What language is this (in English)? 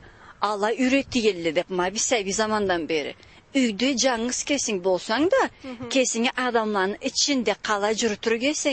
Karachay-Balkar